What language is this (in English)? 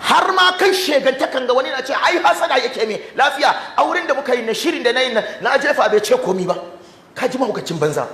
Hausa